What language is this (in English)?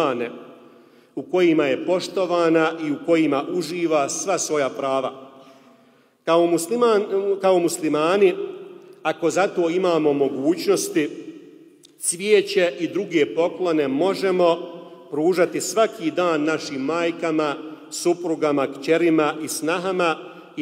Bosnian